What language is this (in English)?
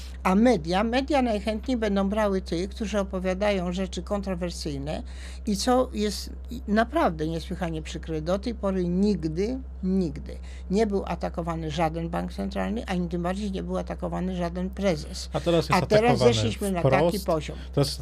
Polish